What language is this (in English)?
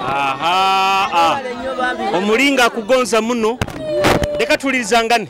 Nyoro